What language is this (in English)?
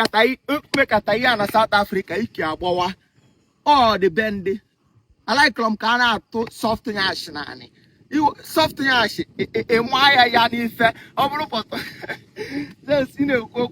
Igbo